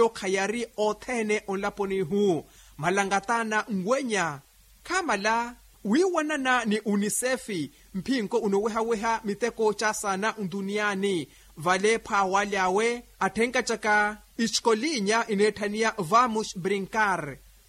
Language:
Makhuwa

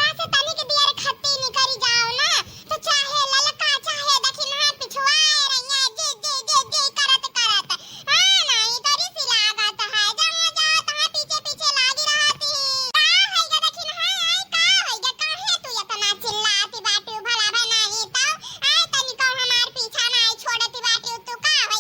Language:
Awadhi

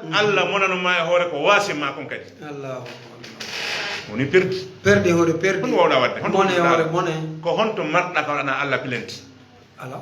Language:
Fula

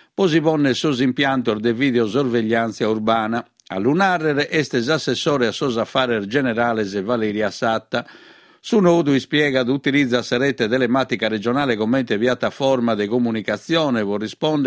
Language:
Sardinian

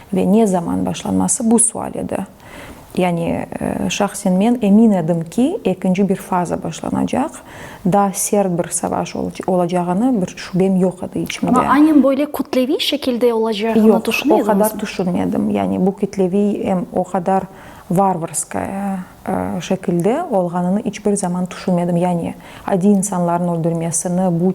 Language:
Crimean Tatar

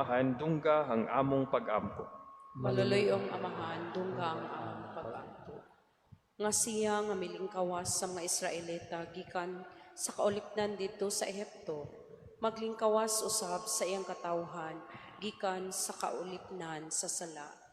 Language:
Cebuano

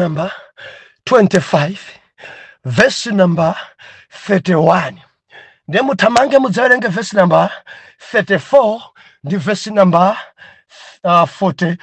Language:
Nyanja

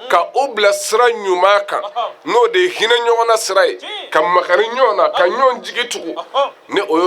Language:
Bambara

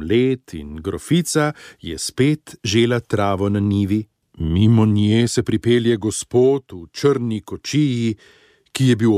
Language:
Slovenian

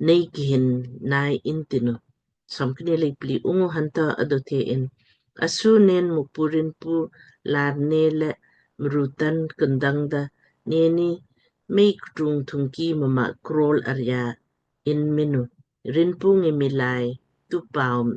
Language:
Lamkang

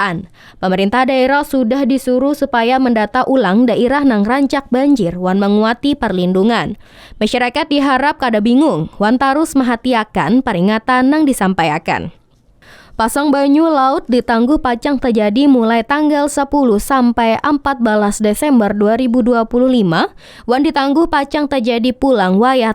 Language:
Banjar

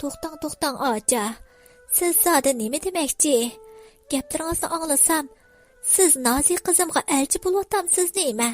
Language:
Uyghur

